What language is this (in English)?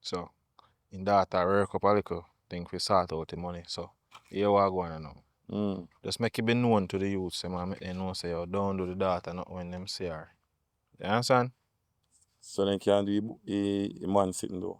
Jamaican Creole English